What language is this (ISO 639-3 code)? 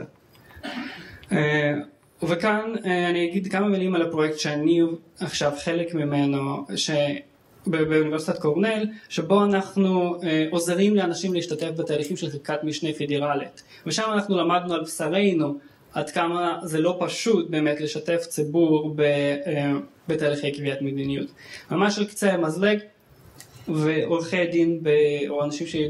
heb